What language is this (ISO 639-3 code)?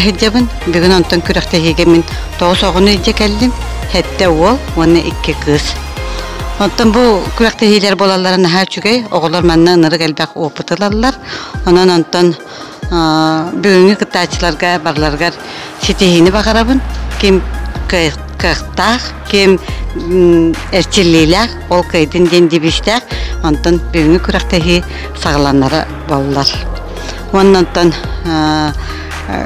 sah